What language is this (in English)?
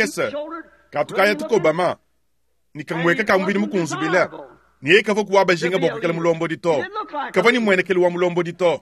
Luba-Lulua